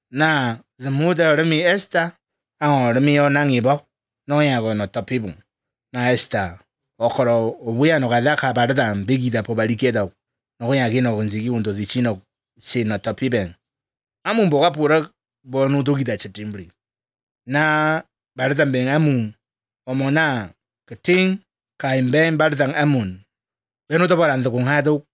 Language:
Basque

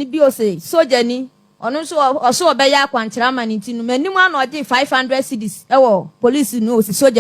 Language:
Akan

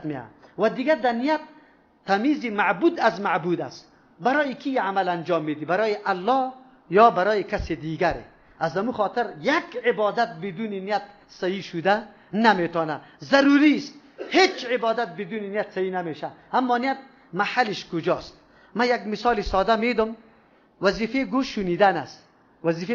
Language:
Persian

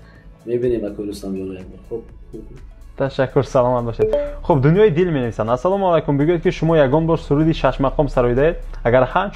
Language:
Tajik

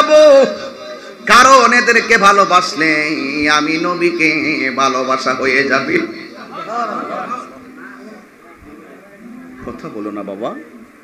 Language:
Bangla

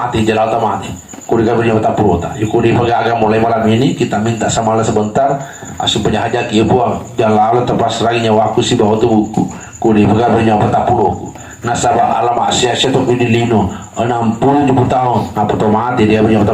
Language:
Buginese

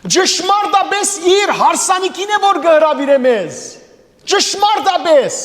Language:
Western Armenian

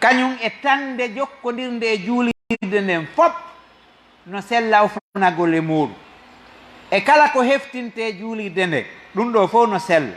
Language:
Fula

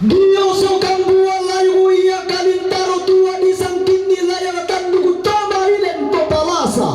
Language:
Toraja-Sa'dan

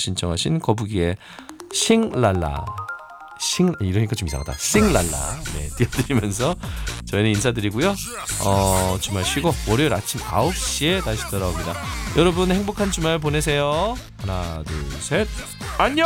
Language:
Korean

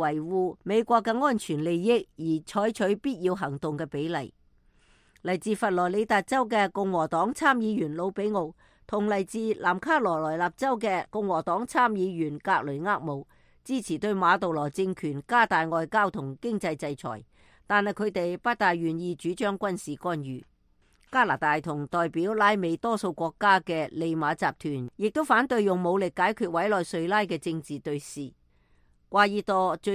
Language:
Cantonese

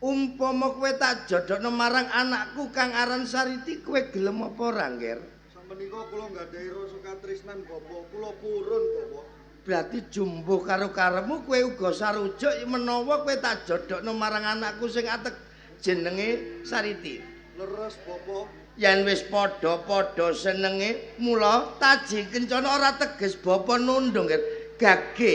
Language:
Javanese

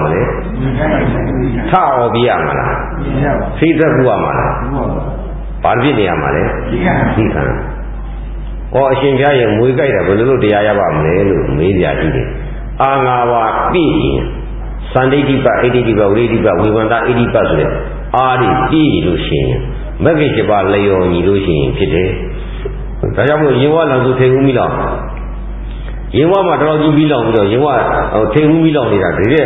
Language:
Burmese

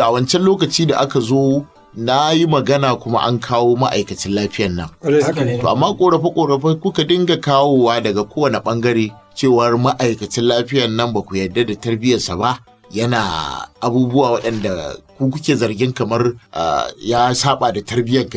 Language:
Hausa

